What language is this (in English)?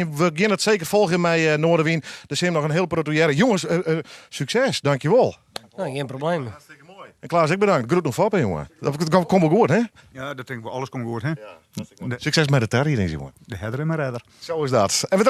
Western Frisian